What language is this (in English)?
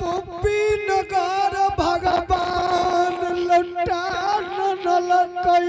Angika